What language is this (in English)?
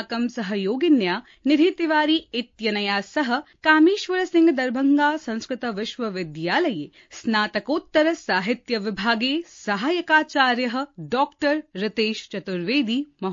Sanskrit